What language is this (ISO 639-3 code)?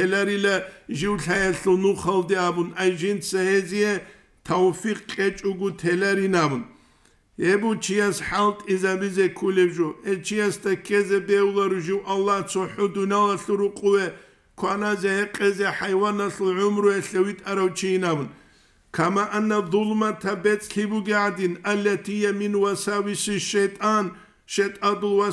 ava